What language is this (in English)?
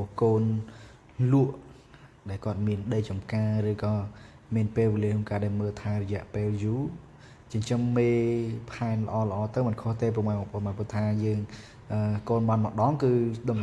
Khmer